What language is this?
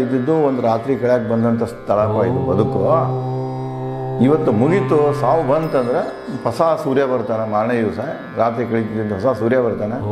Kannada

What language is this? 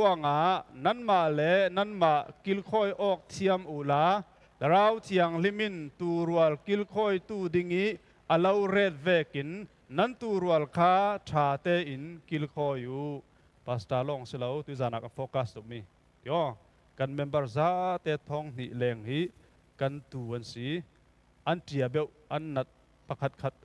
Falam Chin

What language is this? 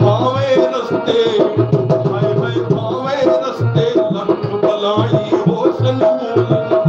Saraiki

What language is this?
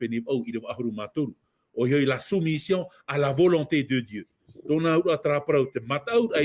Tahitian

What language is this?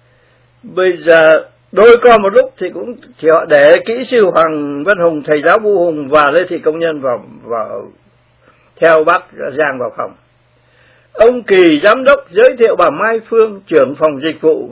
Vietnamese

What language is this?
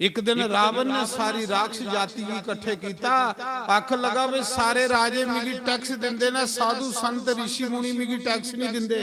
Dogri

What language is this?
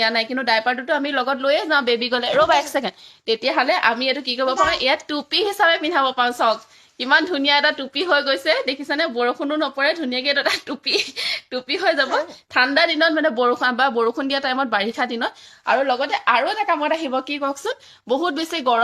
Assamese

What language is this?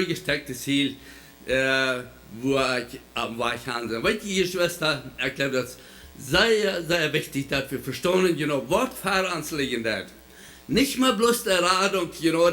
Plautdietsch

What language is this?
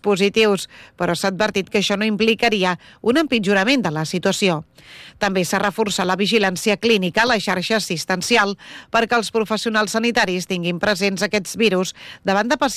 Catalan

